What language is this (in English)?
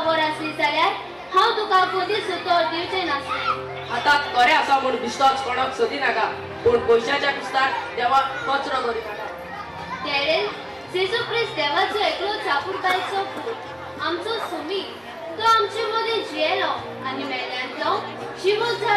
Konkani